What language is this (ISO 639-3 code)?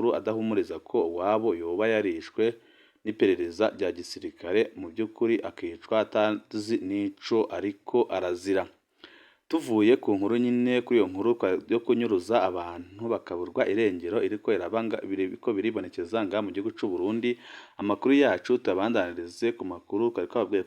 run